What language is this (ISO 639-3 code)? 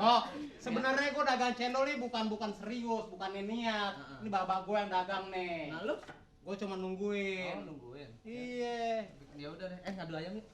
bew